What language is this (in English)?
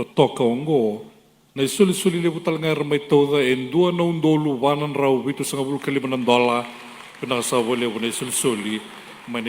Fijian